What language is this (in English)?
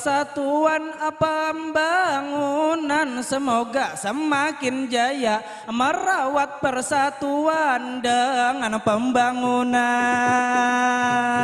Banjar